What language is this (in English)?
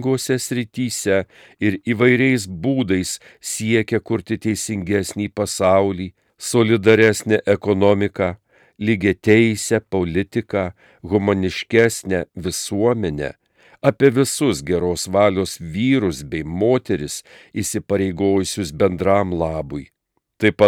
Lithuanian